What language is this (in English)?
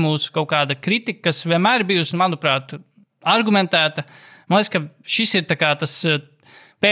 Latvian